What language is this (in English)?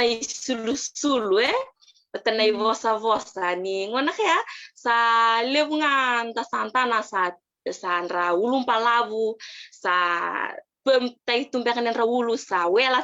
Fijian